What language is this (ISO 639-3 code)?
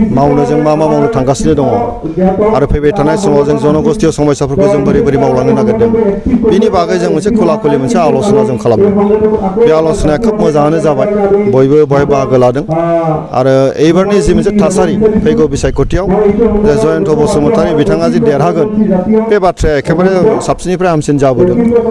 brx